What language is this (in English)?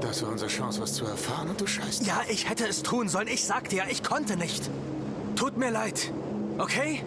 Bavarian